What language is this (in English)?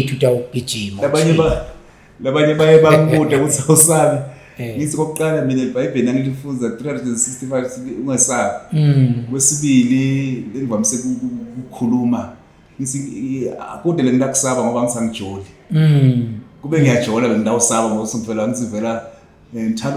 Zulu